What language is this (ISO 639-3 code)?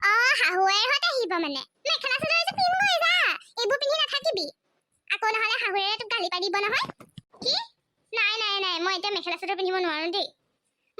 asm